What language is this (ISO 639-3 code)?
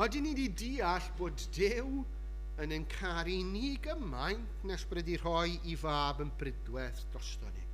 cym